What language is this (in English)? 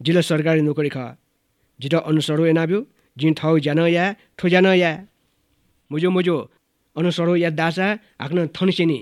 Newari